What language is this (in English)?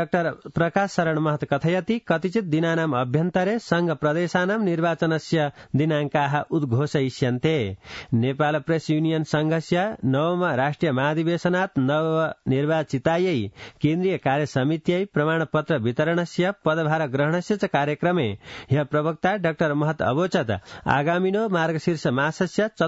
Sanskrit